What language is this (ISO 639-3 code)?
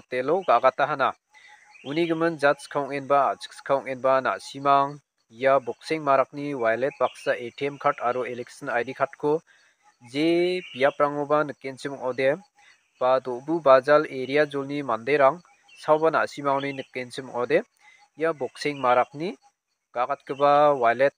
grt